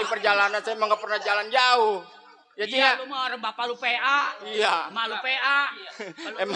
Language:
Betawi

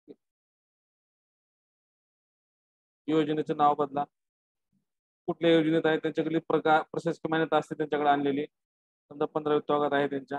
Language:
Marathi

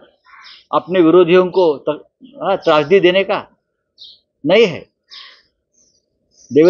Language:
Hindi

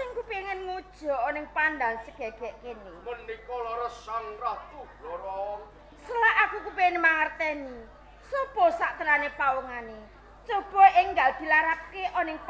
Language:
Javanese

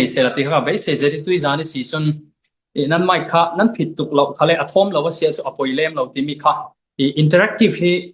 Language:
Falam Chin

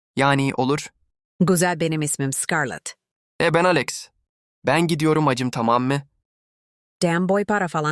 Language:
Turkish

